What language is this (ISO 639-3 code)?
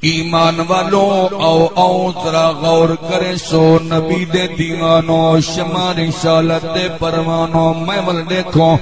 skr